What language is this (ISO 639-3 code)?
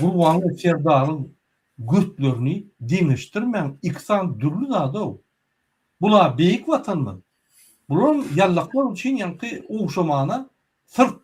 tuk